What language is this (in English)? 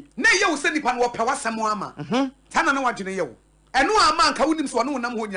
Akan